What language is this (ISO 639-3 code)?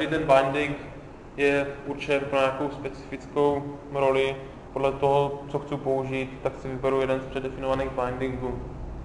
ces